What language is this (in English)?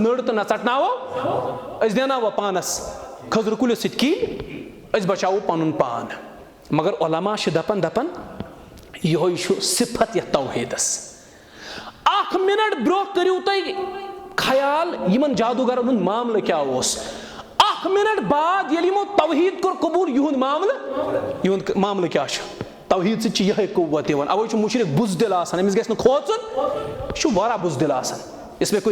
Kashmiri